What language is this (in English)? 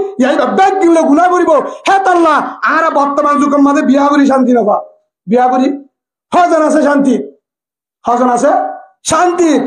Rohingya